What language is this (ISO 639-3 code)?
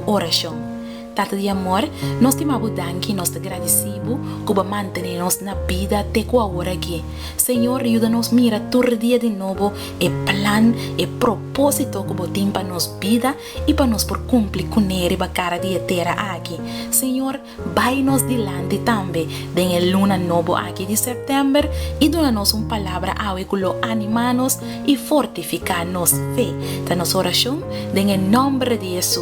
pap